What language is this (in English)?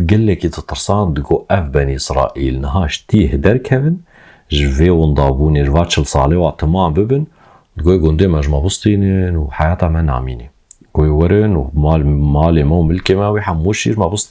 Kurdish